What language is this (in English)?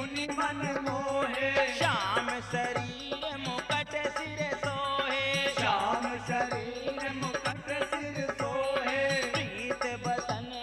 Bhojpuri